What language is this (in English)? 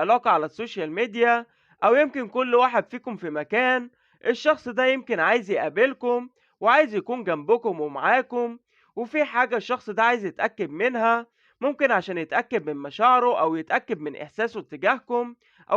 Egyptian Arabic